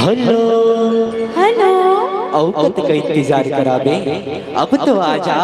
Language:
Chhattisgarhi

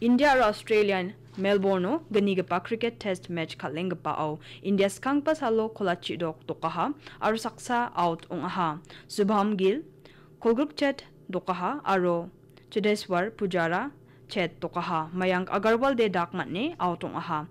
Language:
Garo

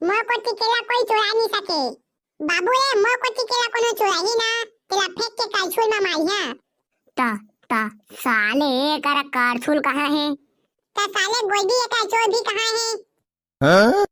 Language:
Chhattisgarhi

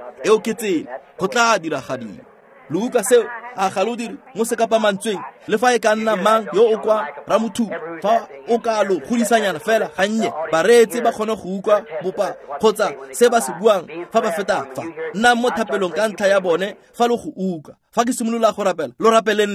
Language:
Tswana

